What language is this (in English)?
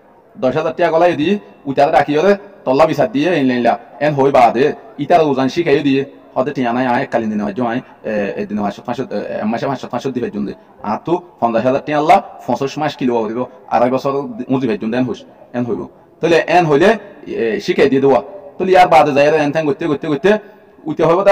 Rohingya